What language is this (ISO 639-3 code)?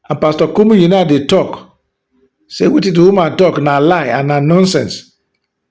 pcm